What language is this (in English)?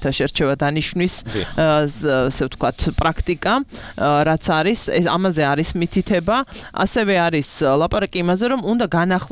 Georgian